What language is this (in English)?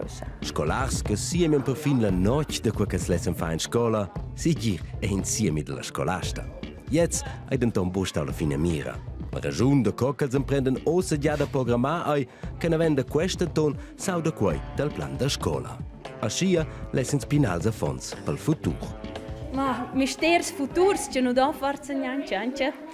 Romansh